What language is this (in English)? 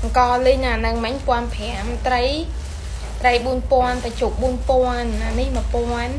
Khmer